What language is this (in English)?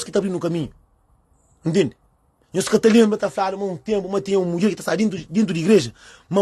Kabuverdianu